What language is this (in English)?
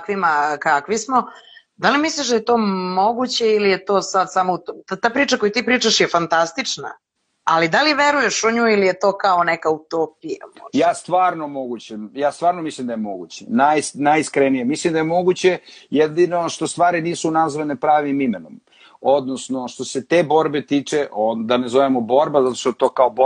Serbian